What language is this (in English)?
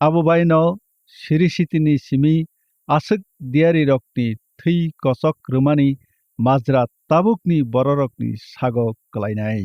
Kok Borok